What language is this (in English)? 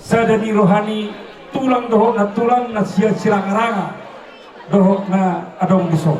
Batak Toba